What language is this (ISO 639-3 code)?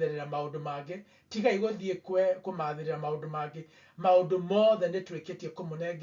kik